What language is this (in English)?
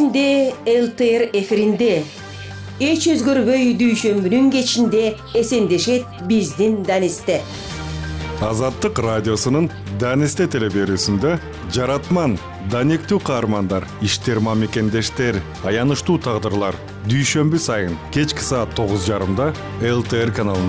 Kyrgyz